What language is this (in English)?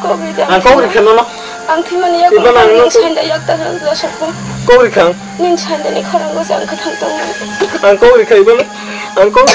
Kok Borok